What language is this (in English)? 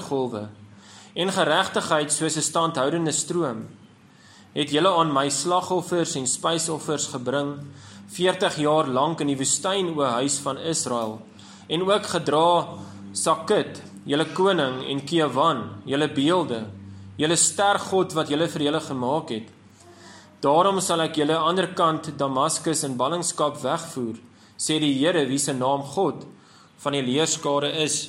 Afrikaans